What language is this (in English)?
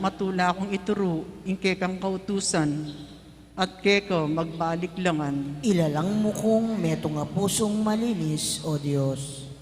Pampanga